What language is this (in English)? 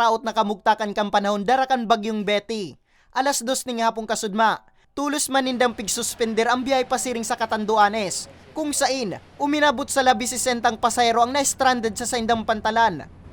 Bikol